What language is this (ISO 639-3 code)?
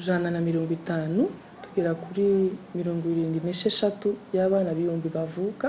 kin